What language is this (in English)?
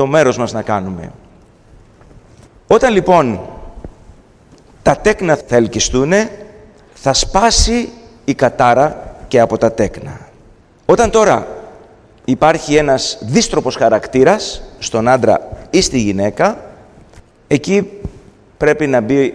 Greek